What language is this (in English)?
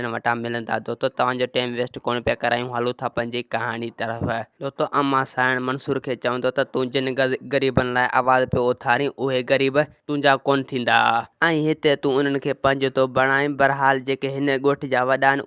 Sindhi